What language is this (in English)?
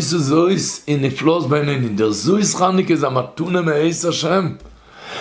Yiddish